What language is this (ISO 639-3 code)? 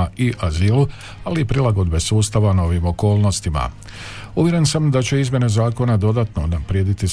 hrv